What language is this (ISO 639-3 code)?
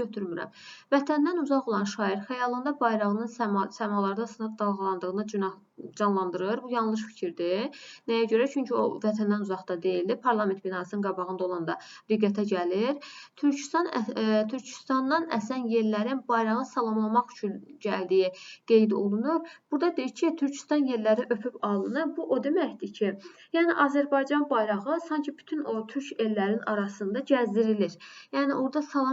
aze